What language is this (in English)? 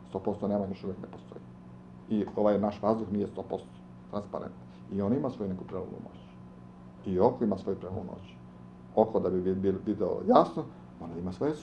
Serbian